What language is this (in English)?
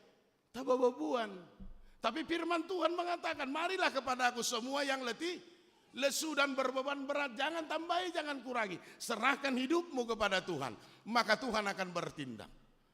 Batak Toba